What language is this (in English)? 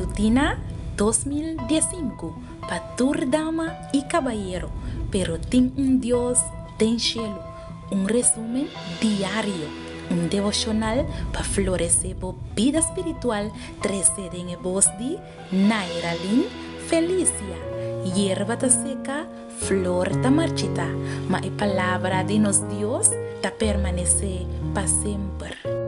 Papiamento